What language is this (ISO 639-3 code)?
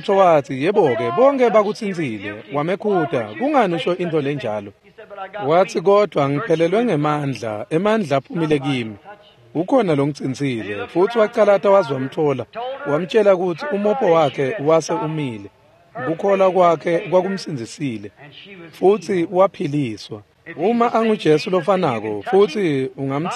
ssw